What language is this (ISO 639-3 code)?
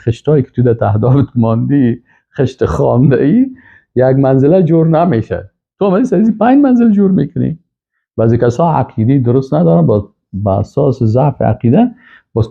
fas